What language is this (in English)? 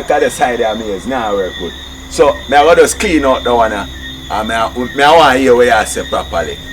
Jamaican Creole English